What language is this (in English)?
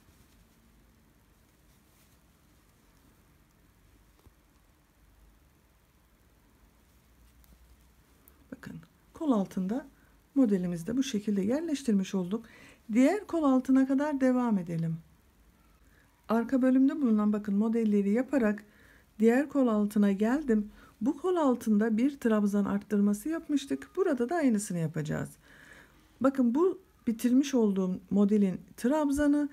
Turkish